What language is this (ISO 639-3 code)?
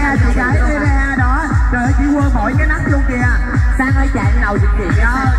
vie